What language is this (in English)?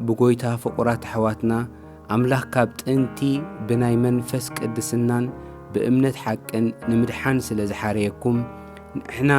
Tigrinya